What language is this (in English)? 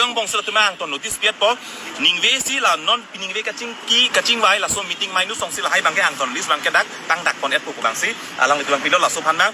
Karbi